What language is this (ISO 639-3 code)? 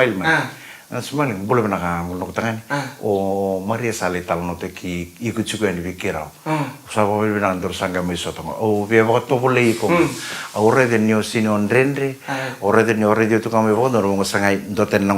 fij